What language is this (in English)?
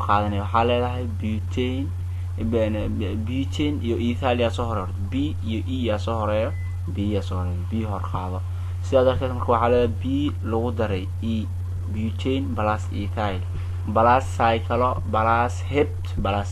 Somali